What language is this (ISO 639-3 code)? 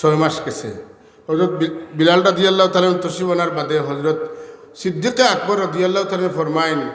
syl